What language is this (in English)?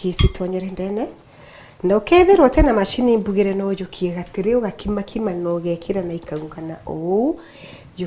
Meru